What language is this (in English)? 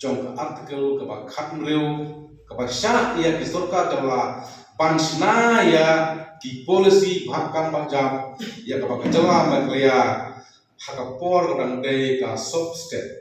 Khasi